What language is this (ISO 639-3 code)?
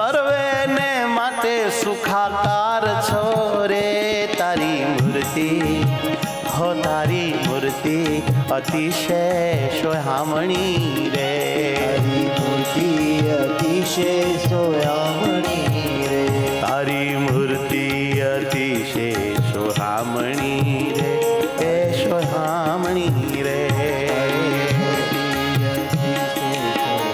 guj